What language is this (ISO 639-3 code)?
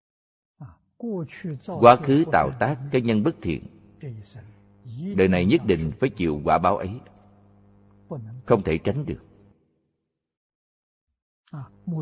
vie